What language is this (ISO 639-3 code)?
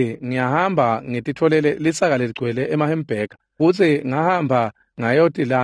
ssw